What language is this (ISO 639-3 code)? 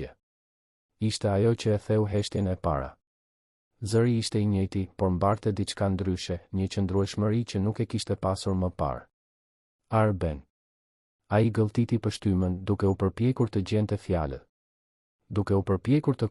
sqi